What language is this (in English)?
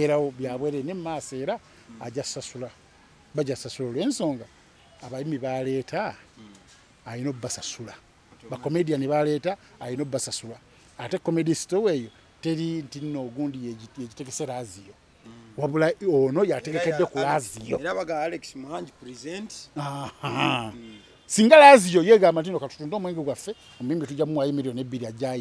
Ganda